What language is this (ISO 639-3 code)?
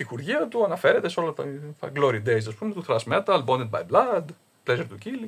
ell